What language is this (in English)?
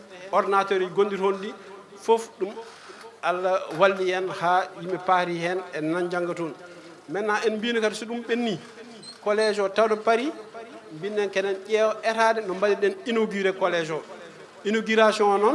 Fula